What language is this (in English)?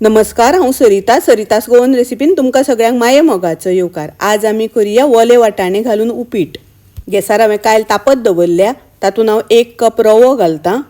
Konkani